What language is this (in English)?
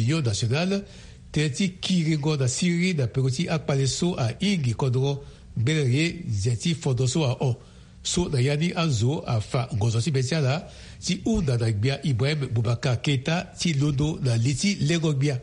Sango